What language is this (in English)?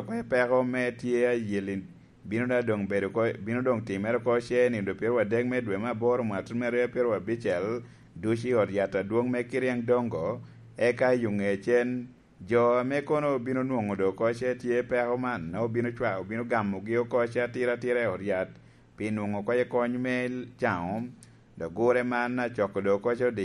Lango (Uganda)